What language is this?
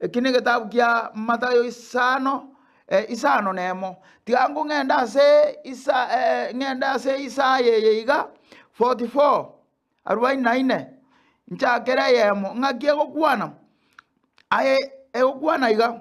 Gusii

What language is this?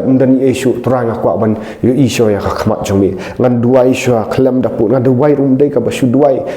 Khasi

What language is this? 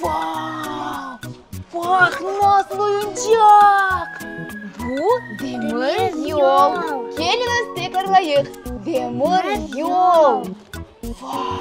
Crimean Tatar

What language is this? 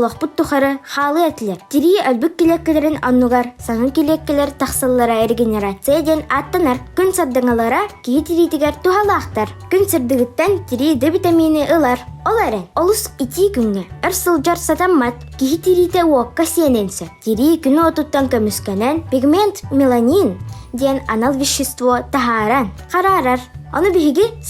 Yakut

